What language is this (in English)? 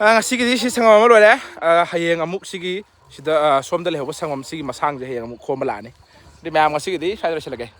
Manipuri